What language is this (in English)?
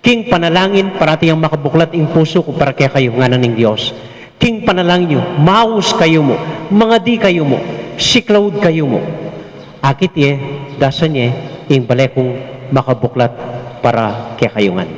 Pampanga